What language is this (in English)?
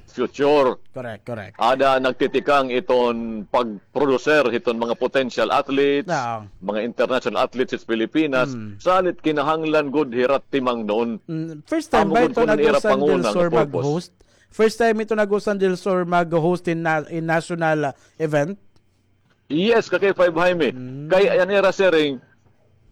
Waray